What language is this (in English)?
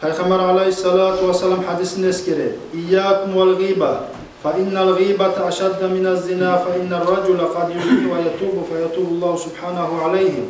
Kumyk